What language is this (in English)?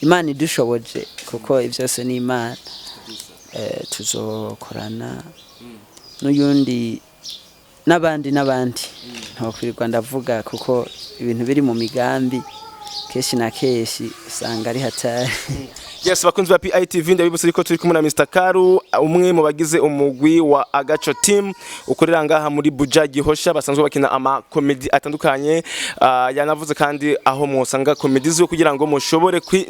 Rundi